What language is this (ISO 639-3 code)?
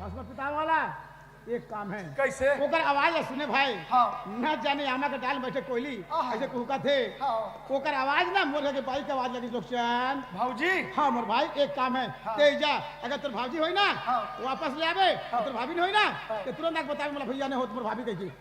hne